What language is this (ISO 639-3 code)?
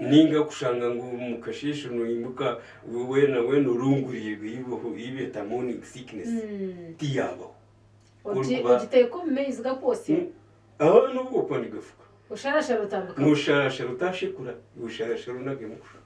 nyn